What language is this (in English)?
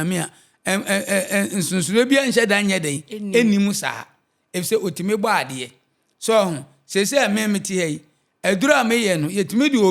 Akan